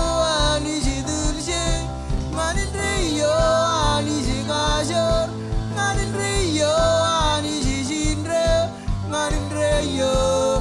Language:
Marshallese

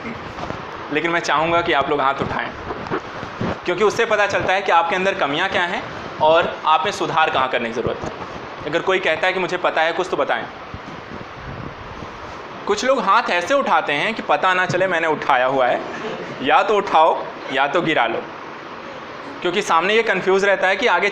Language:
Hindi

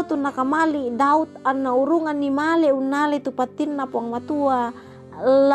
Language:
Toraja-Sa'dan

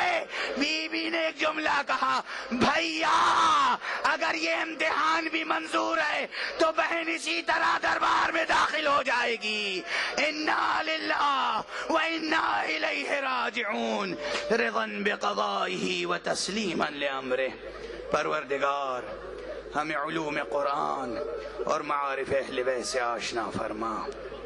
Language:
Urdu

